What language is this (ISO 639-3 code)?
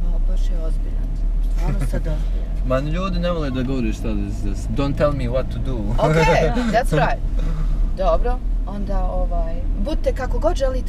bos